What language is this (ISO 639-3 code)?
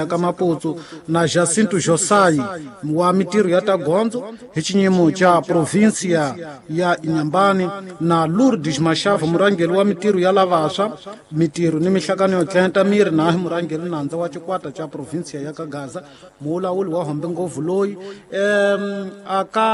tso